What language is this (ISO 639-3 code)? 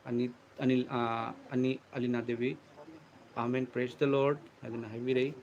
mni